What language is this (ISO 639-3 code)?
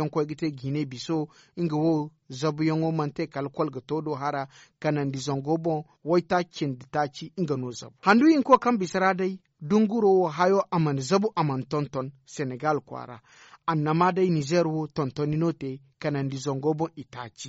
dje